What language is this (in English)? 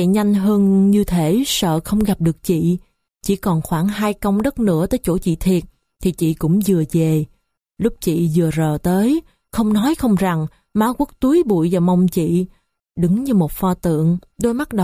Vietnamese